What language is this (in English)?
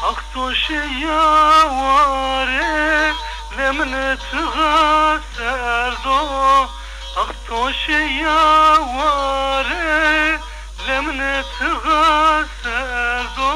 Zaza